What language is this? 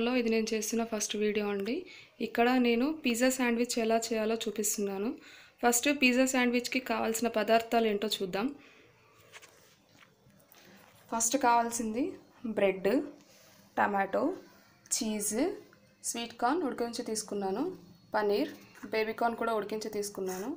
Telugu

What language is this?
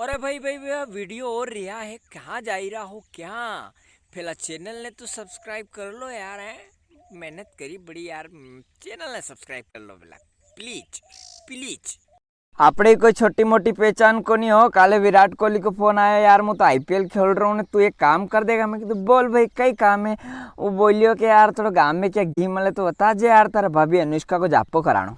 Rajasthani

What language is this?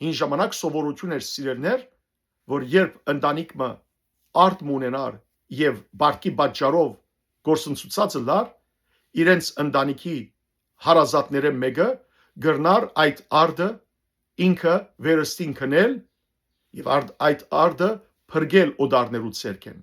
Western Armenian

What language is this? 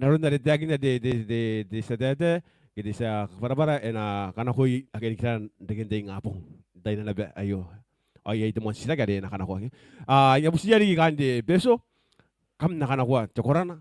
Gilbertese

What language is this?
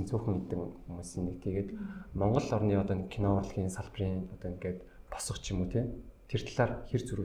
Mongolian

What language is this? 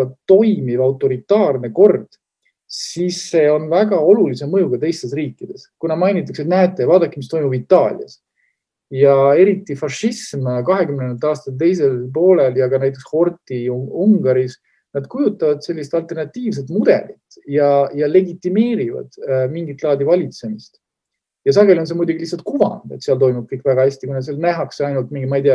Estonian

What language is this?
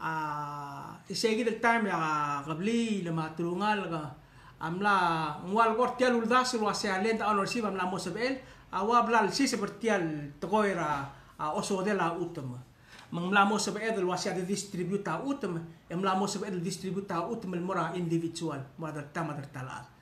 Palauan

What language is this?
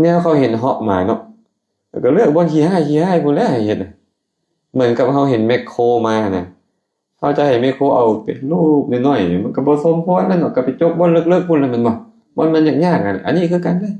Lao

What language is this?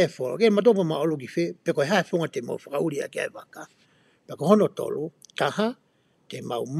Tongan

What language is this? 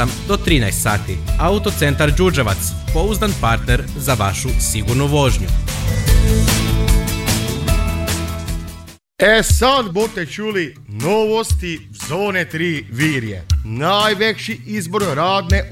Croatian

